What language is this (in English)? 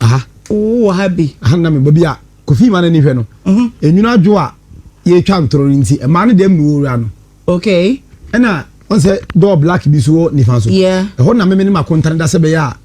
Akan